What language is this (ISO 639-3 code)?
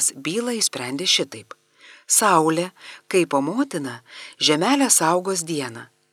lit